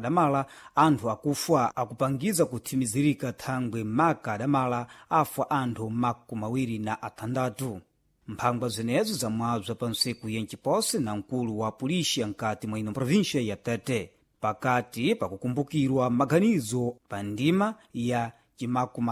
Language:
Sena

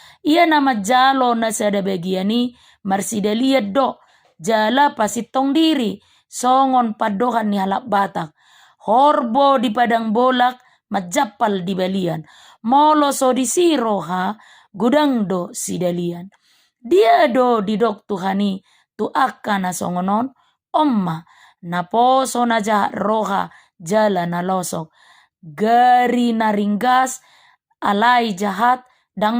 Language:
Batak Toba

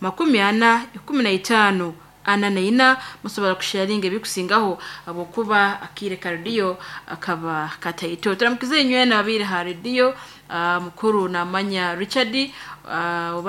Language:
Nyoro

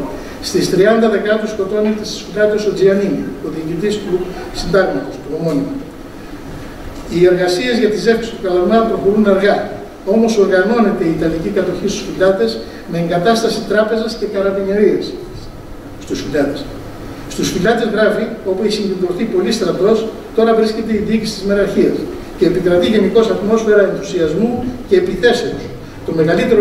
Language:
Greek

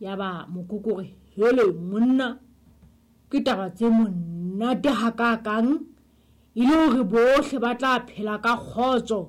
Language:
Southern Sotho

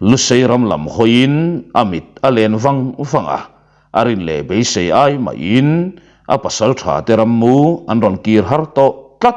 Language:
Mizo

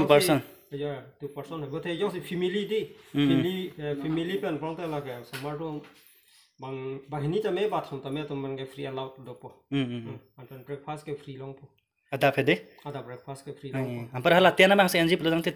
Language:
Karbi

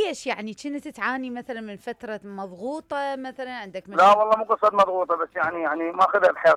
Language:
Mesopotamian Arabic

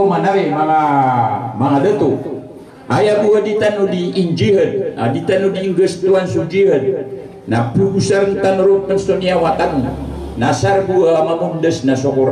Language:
Maranao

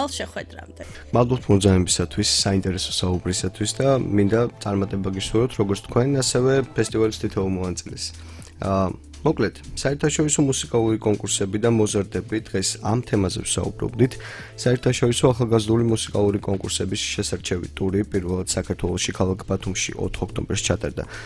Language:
Georgian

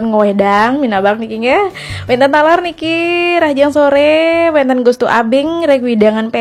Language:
Balinese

